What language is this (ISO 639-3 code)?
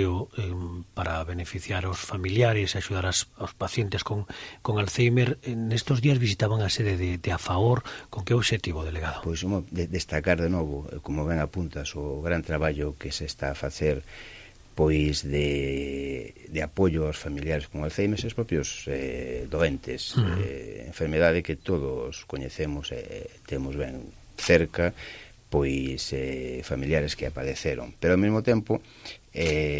glg